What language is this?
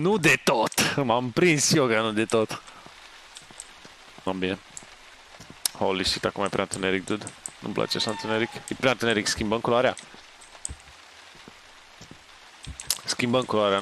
Romanian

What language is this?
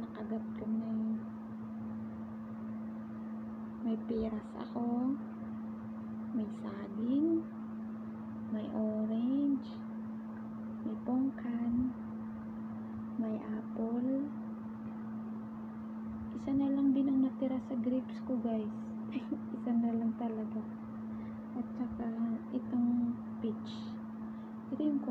Filipino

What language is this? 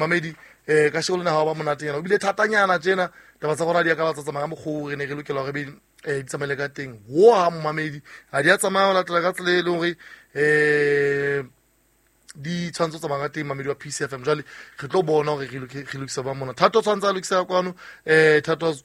Southern Sotho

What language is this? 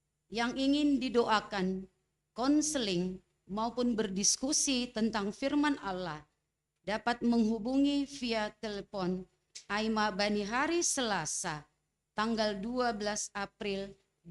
Batak Simalungun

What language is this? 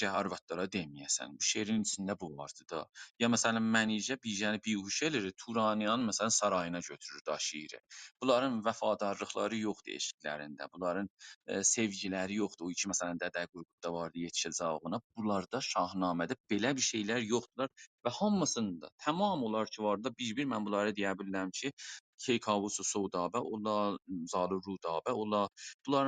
South Azerbaijani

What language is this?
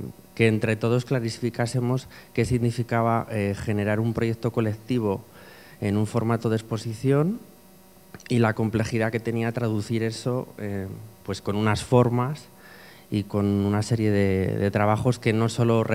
Spanish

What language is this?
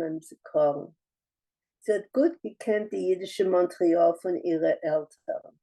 Yiddish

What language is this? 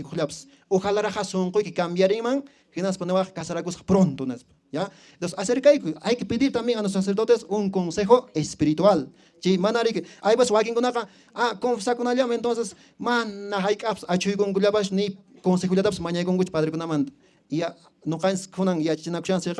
Quechua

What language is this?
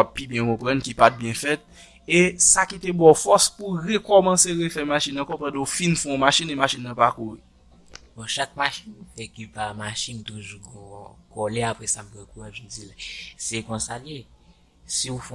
Haitian Creole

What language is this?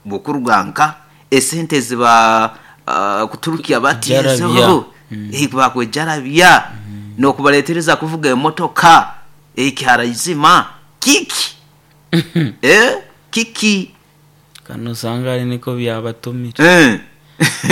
Nyoro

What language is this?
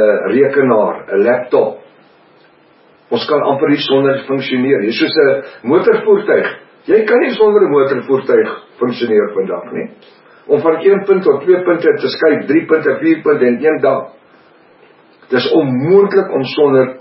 Afrikaans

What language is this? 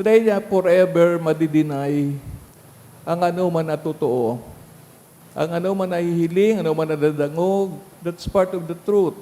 Bikol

